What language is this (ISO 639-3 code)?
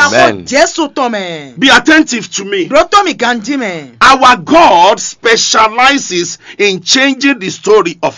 fon